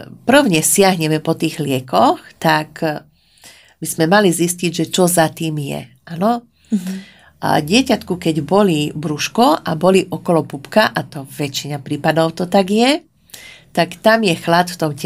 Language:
Slovak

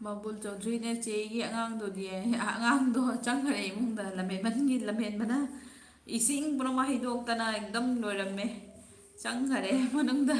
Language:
Manipuri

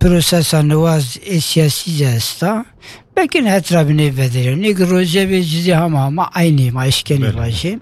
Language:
Kurdish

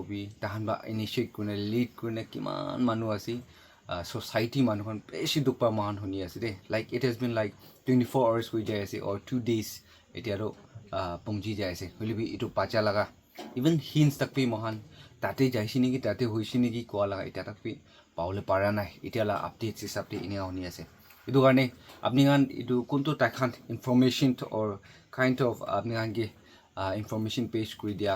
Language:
Naga Pidgin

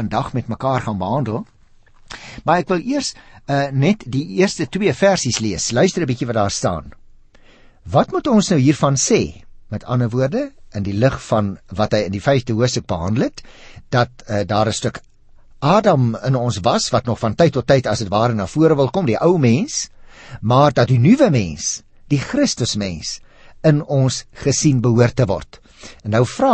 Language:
Afrikaans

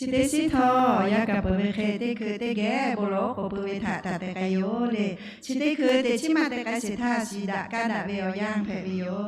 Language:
Lahu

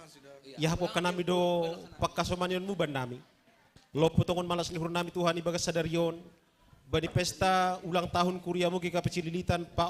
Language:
Batak Simalungun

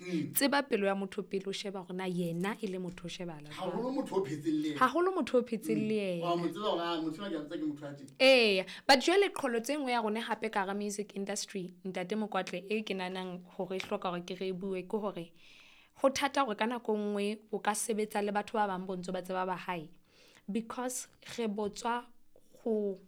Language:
Southern Sotho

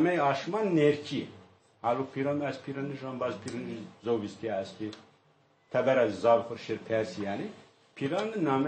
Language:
Zaza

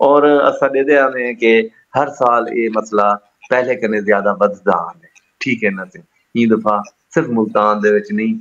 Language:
Saraiki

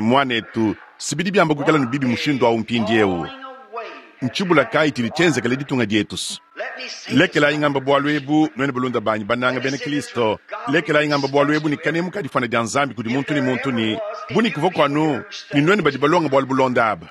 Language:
Luba-Lulua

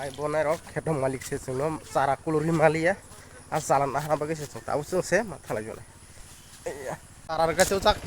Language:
Kok Borok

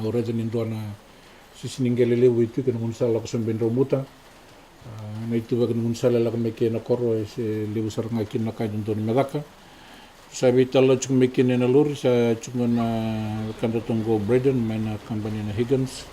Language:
Fijian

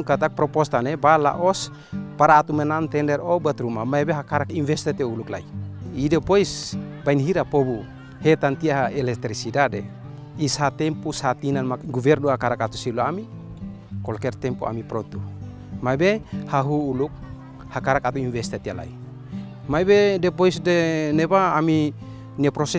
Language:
Tetum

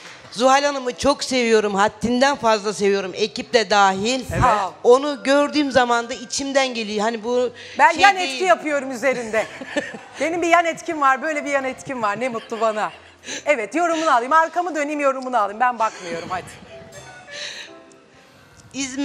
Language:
Turkish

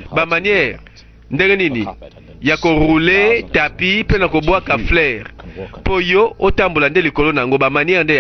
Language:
Lingala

